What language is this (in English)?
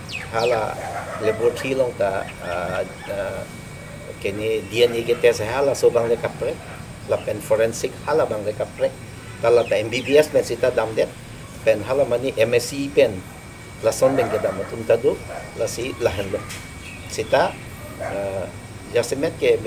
Karbi